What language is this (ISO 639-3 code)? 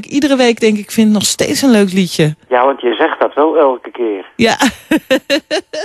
nld